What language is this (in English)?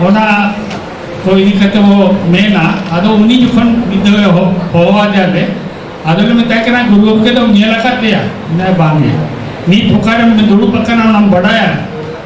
Santali